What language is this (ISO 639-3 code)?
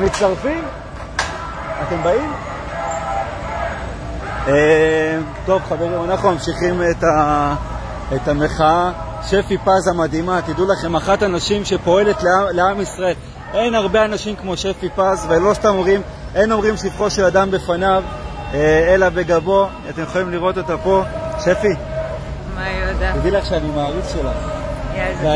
heb